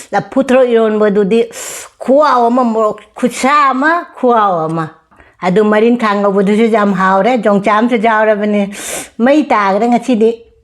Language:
Manipuri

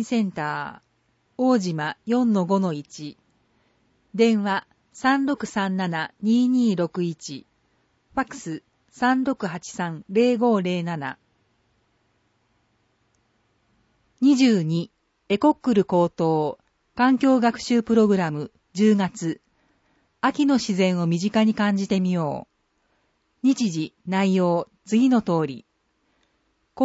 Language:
Japanese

